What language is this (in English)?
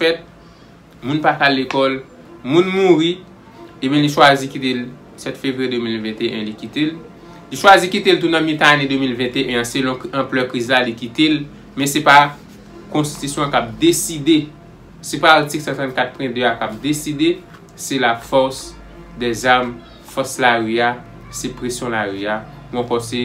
Haitian Creole